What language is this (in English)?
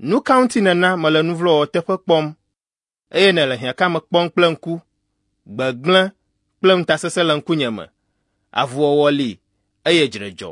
Ewe